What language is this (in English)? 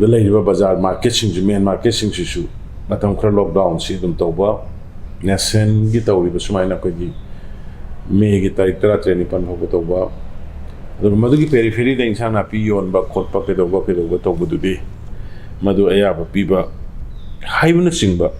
Manipuri